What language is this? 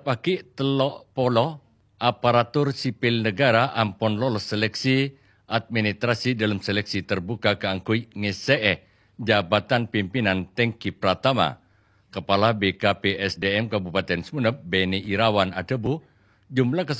Madurese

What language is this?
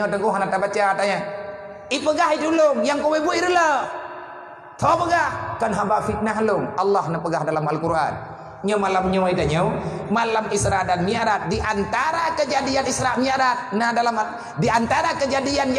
Achinese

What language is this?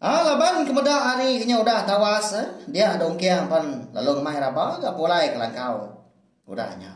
Iban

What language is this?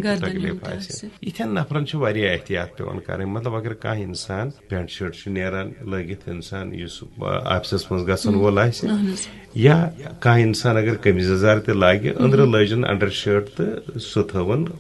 Kashmiri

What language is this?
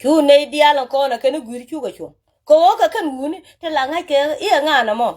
Nuer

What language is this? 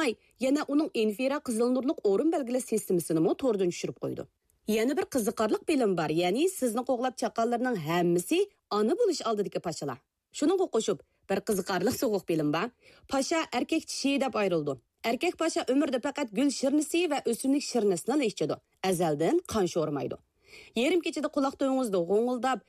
Uyghur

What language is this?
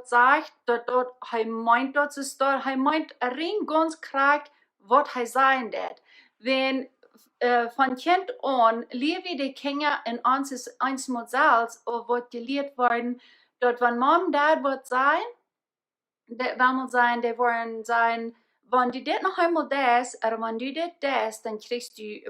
Plautdietsch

